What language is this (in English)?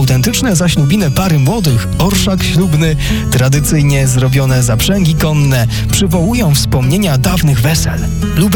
Polish